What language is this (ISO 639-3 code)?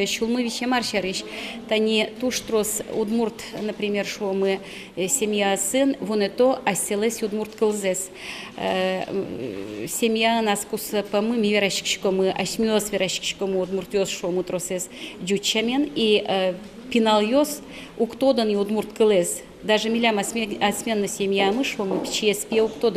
udm